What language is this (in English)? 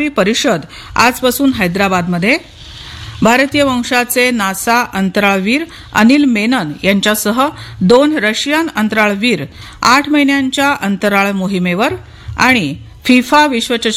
Marathi